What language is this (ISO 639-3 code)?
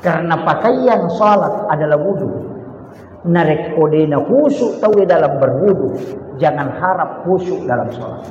bug